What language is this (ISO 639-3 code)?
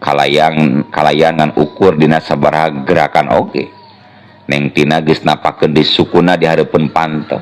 sun